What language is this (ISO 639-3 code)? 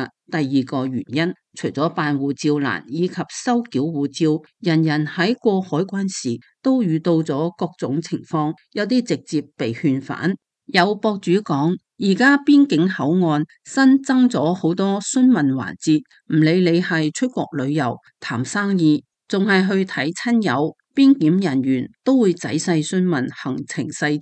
yue